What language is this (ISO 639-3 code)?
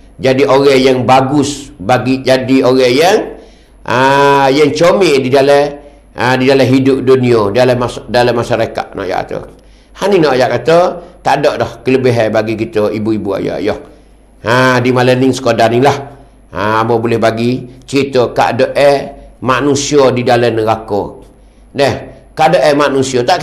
msa